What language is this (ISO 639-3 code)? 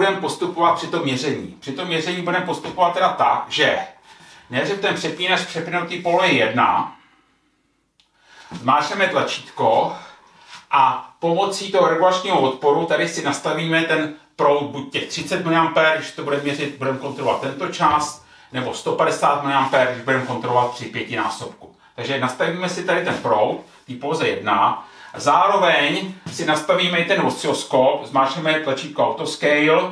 ces